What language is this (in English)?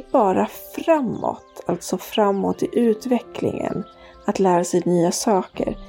Swedish